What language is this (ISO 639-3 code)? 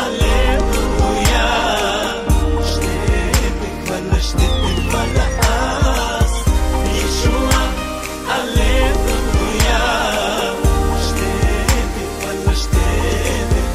bul